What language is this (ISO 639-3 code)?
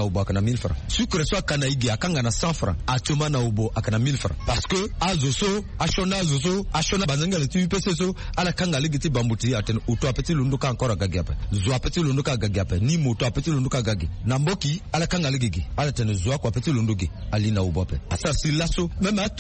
sag